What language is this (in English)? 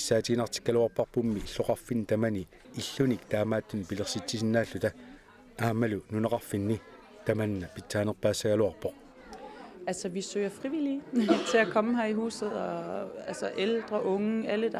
Kalaallisut